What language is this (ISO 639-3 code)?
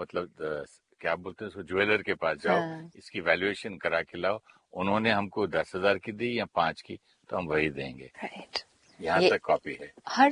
hin